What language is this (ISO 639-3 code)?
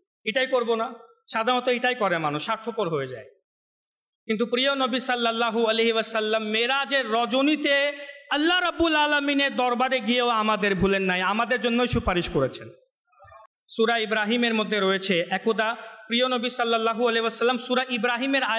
ben